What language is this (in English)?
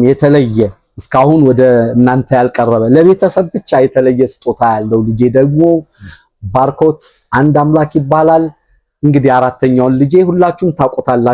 Amharic